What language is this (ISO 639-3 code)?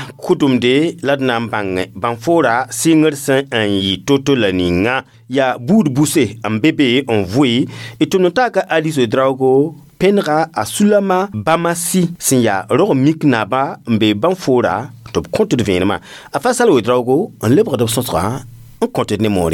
mos